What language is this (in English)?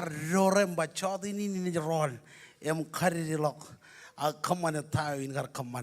Marshallese